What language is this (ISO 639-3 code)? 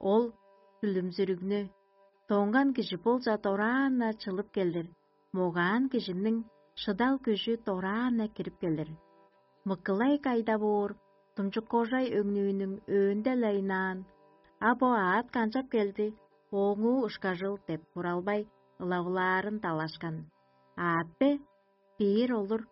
tyv